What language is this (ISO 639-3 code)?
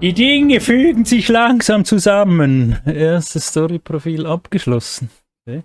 gsw